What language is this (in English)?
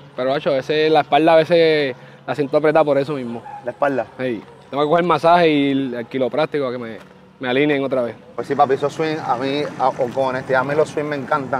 Spanish